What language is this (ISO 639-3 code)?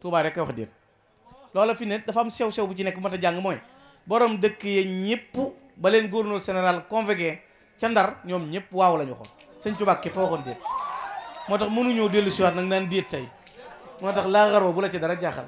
wol